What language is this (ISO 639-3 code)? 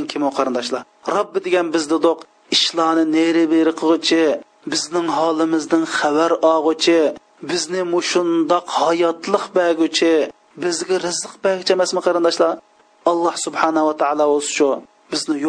uig